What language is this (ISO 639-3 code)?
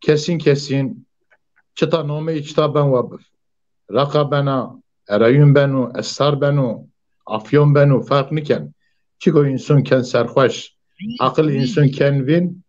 zza